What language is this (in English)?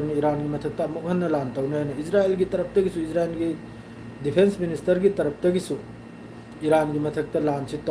Manipuri